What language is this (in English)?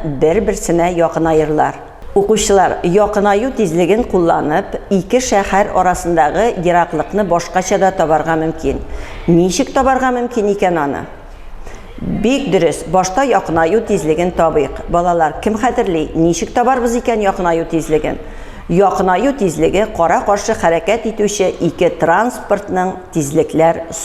Tatar